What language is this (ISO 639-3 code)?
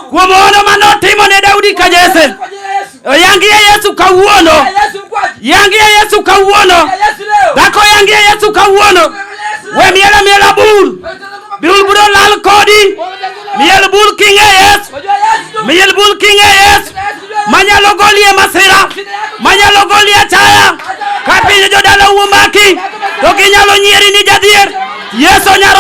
luo